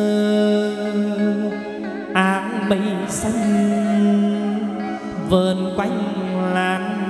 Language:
Vietnamese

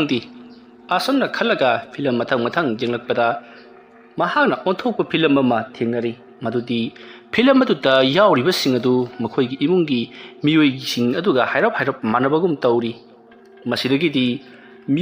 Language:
Manipuri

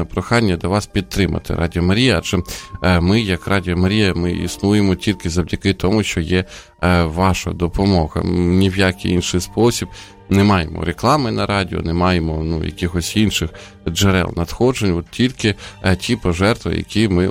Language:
Ukrainian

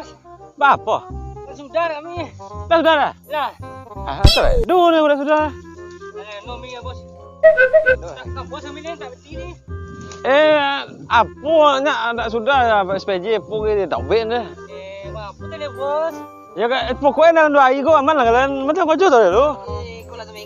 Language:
Minangkabau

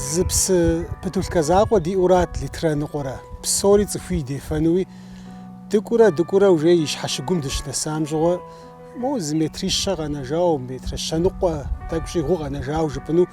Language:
Kabardian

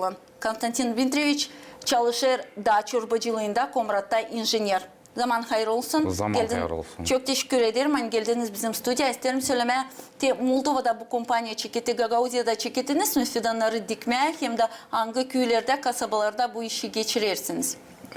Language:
Gagauz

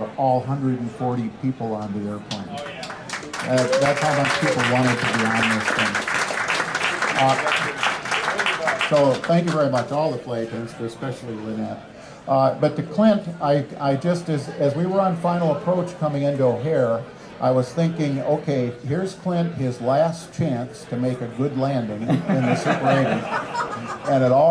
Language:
English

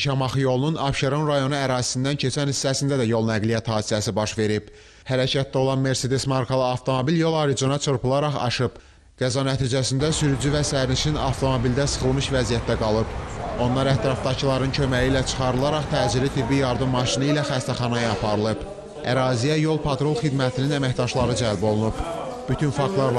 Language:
Azerbaijani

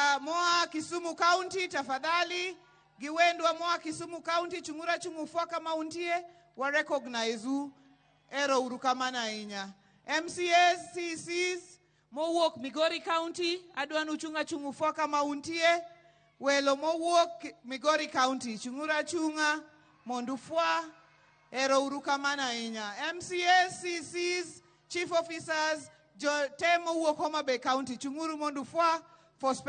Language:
Luo (Kenya and Tanzania)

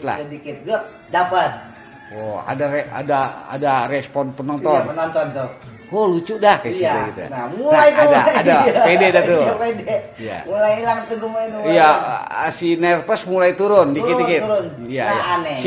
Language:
Betawi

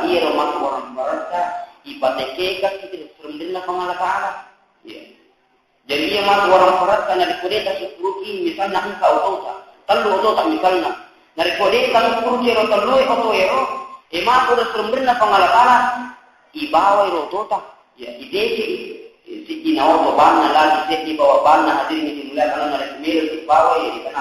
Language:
Buginese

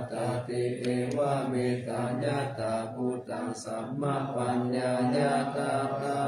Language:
Pali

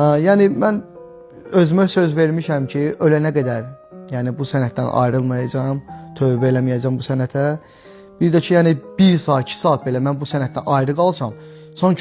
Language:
Azerbaijani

